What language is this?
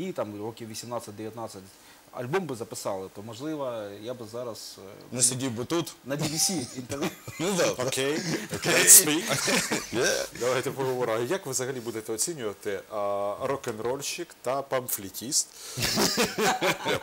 Ukrainian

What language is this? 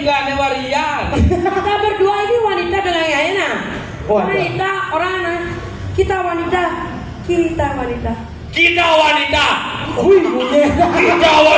Balinese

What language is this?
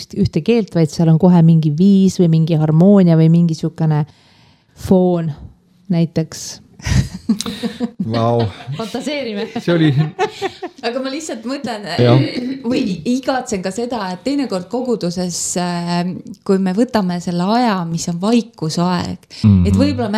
Estonian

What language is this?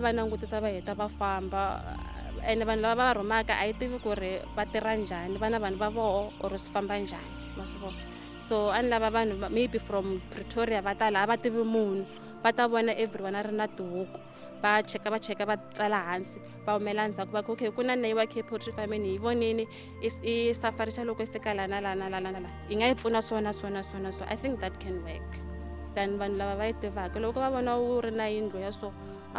Tsonga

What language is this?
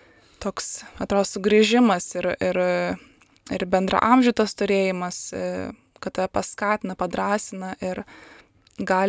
Lithuanian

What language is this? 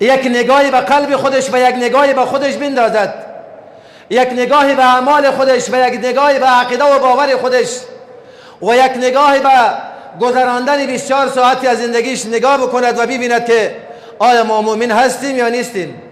Persian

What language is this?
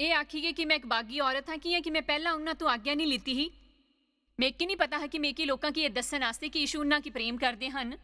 Dogri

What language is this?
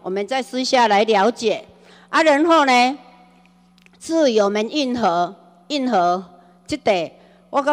Chinese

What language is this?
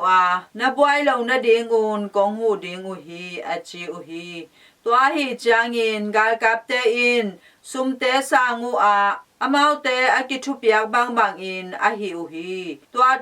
Tedim Chin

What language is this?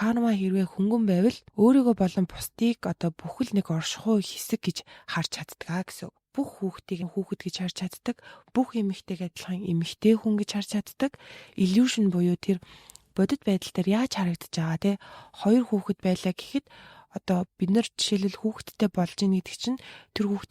Mongolian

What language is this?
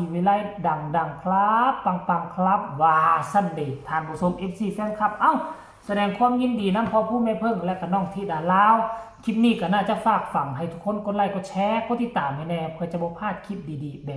Northeastern Thai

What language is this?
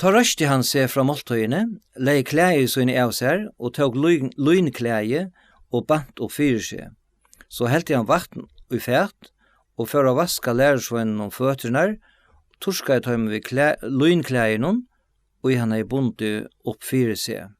Faroese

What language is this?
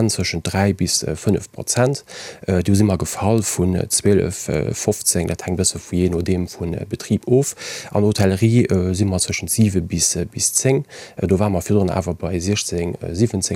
Luxembourgish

